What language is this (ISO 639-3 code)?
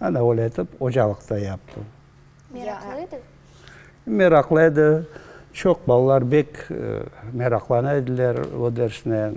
crh